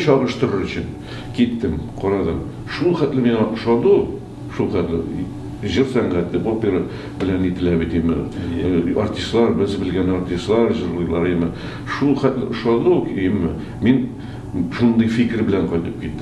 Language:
Tatar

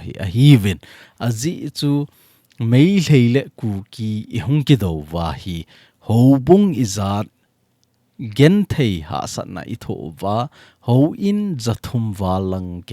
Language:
Thado Chin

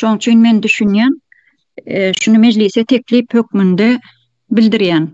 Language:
Turkmen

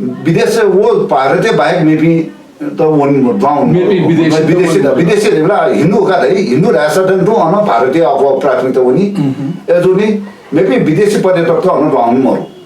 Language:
Newari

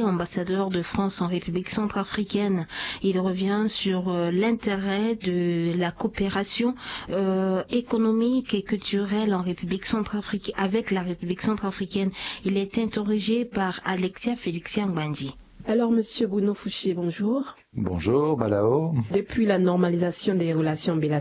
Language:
French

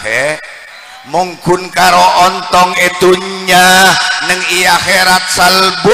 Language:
Madurese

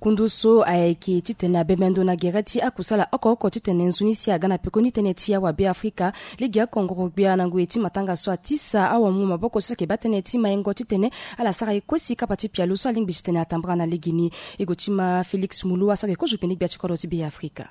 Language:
Sango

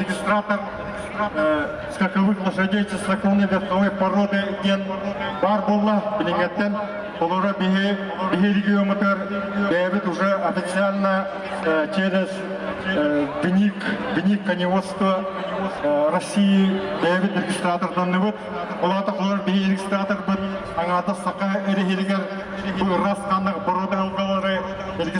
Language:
Yakut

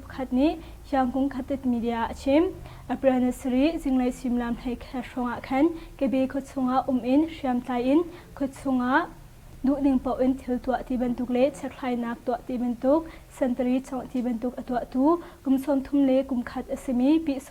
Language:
Hakha Chin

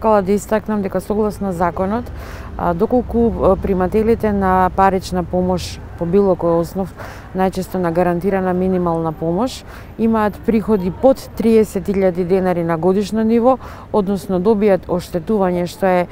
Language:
Macedonian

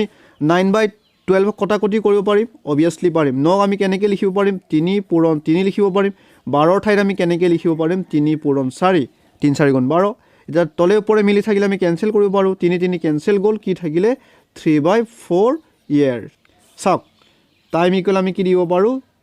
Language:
Assamese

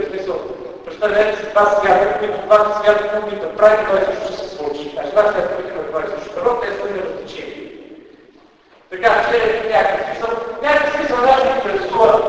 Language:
Bulgarian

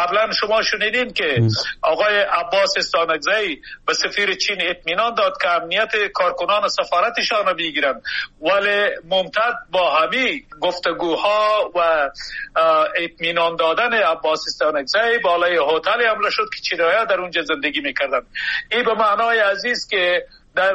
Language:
Persian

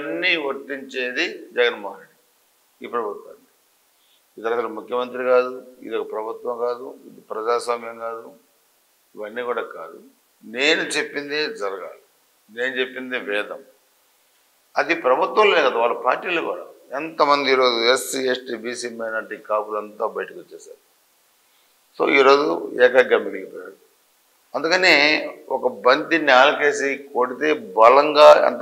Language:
Telugu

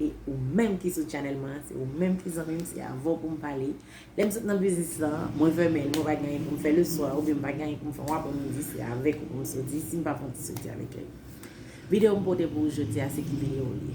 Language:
Haitian Creole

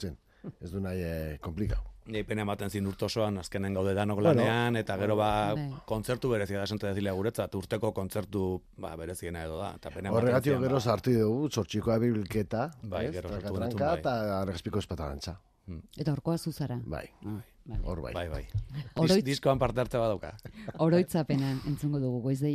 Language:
Basque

